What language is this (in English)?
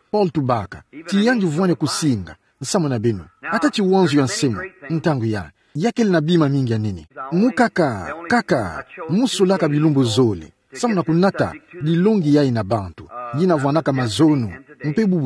Kituba (Democratic Republic of Congo)